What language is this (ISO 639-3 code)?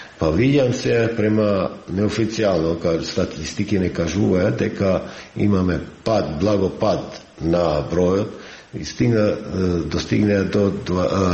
mkd